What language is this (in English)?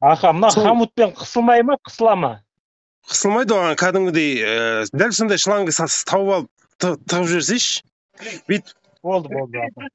Kazakh